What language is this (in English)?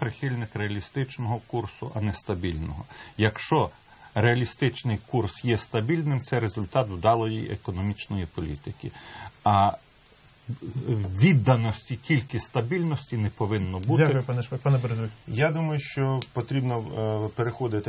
Ukrainian